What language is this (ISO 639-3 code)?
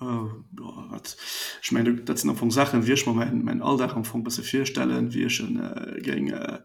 ltz